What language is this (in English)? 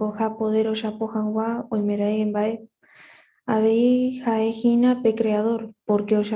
Guarani